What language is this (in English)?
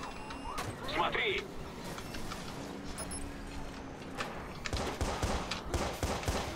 Russian